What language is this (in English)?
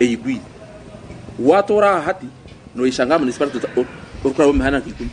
Nyankole